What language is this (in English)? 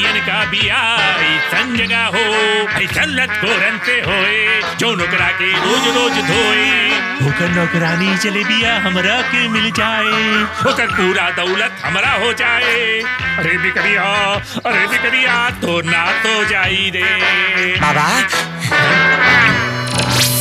Bhojpuri